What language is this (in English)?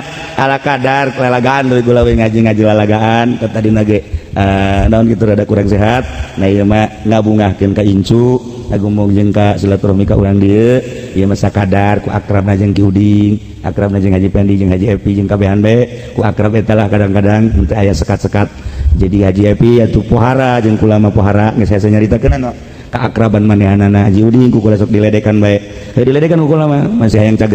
Sundanese